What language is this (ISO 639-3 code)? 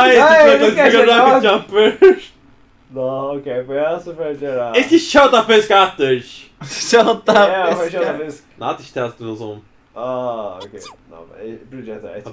fao